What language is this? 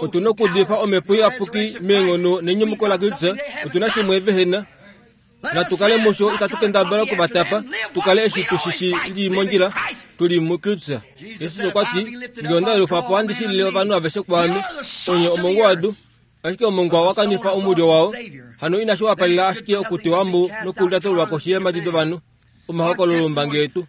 Kuanyama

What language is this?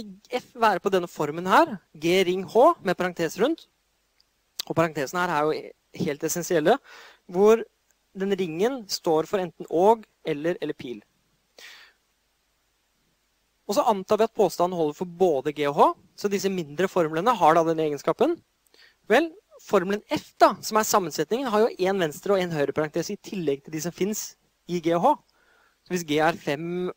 Norwegian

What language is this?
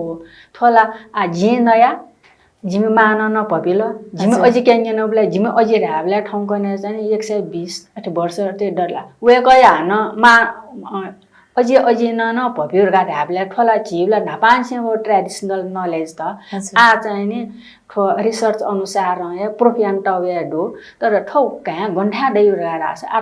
Newari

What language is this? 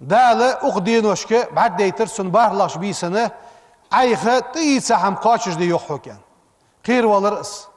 Ingush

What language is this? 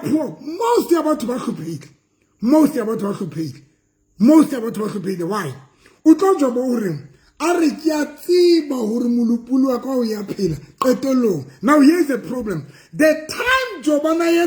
Southern Sotho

